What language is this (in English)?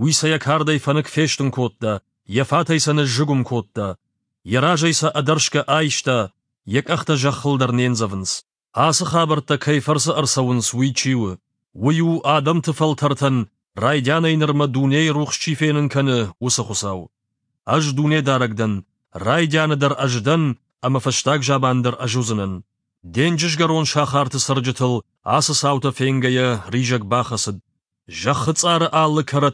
Ossetic